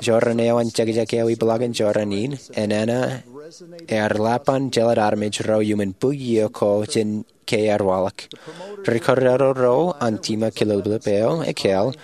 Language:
Marshallese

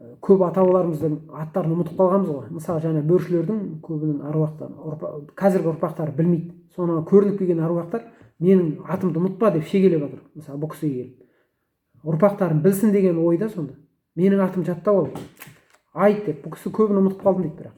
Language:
Kazakh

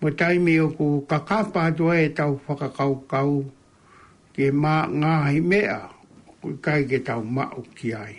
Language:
Tongan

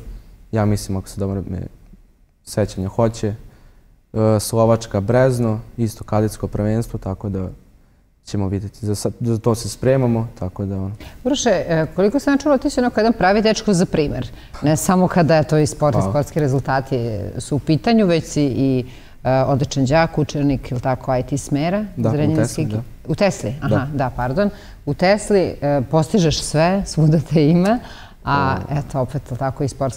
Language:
Serbian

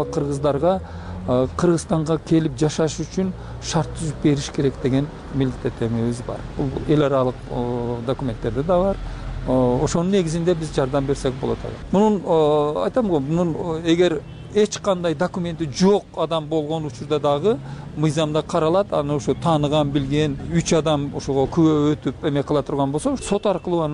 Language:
Kyrgyz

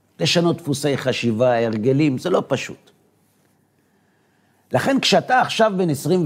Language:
Hebrew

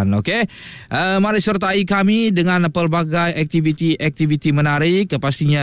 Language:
Malay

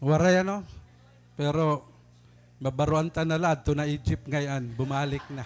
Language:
Waray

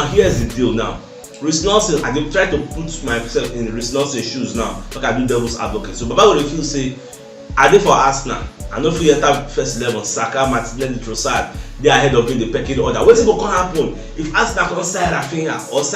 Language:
Nigerian Pidgin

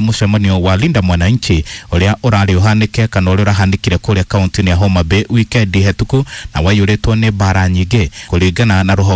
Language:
Kikuyu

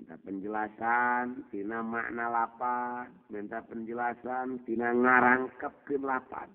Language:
Sundanese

